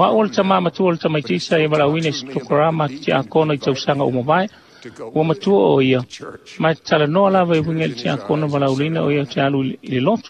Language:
Samoan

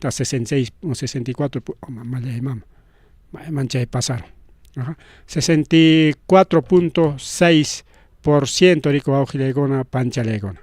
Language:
Ayacucho Quechua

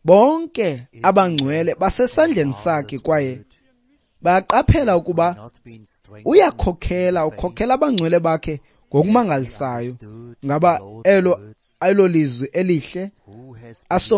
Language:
Xhosa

